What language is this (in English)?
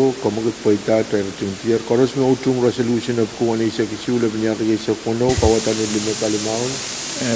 Pohnpeian